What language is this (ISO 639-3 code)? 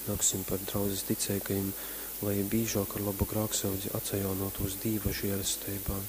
ltg